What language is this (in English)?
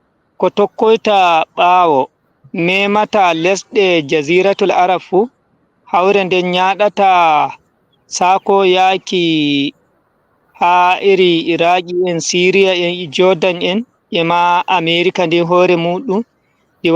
Fula